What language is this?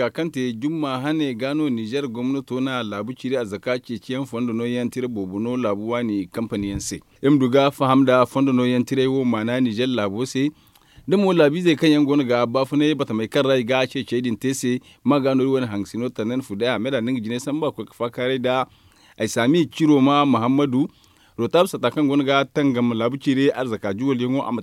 Zarma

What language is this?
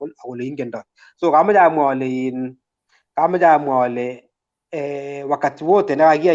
Kalenjin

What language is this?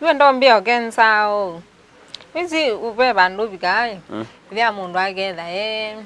Kamba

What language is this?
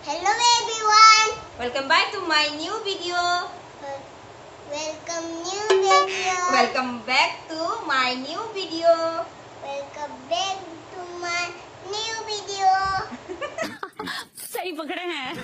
Manipuri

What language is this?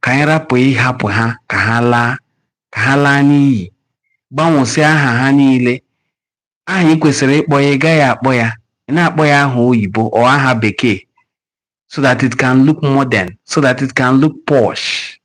Igbo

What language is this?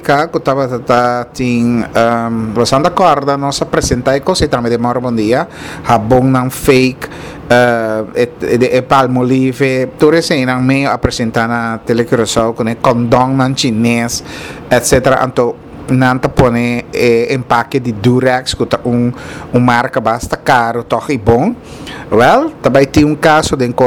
Papiamento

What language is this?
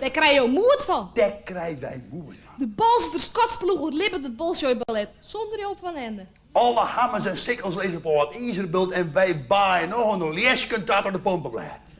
Western Frisian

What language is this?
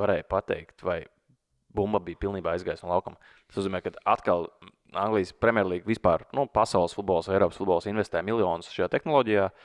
Latvian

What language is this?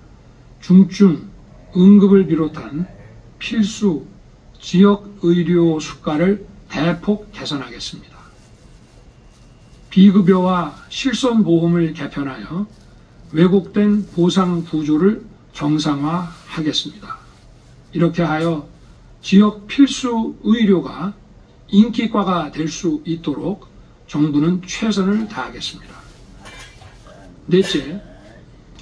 Korean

